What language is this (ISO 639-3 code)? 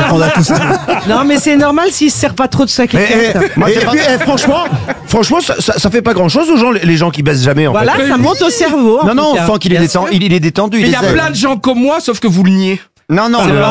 fra